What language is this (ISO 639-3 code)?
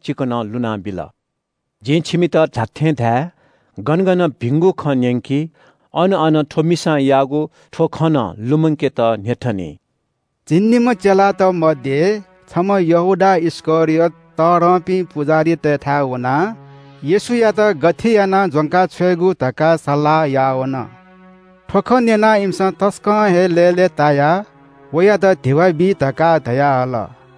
new